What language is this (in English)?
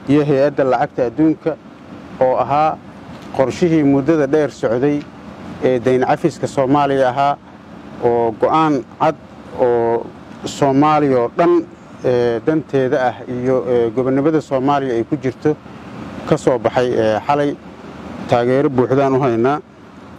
Somali